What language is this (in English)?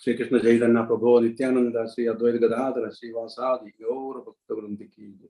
Konkani